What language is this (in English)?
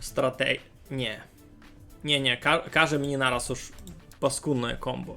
Rusyn